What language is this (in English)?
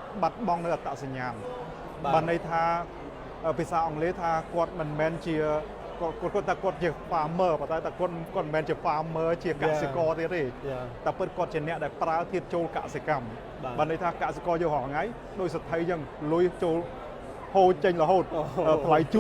Khmer